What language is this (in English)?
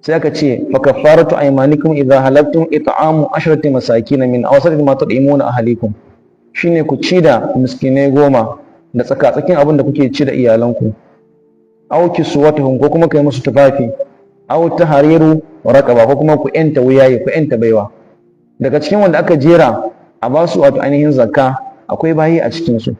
Hausa